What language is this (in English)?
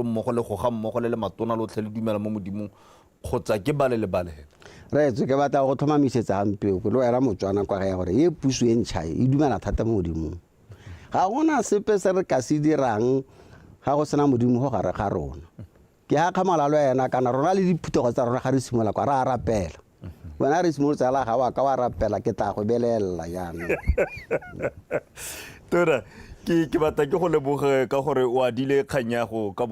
Tswana